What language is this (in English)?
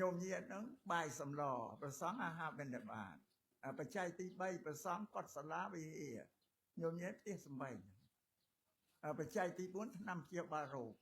Khmer